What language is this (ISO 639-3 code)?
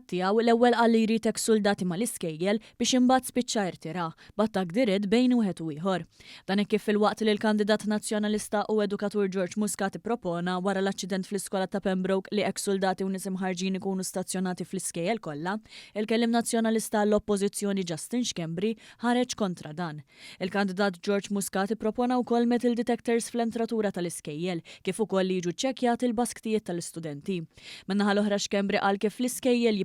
mlt